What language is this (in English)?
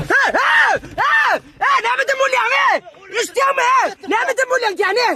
Turkmen